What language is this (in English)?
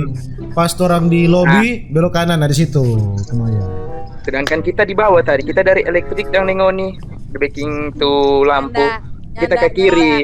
Manado Malay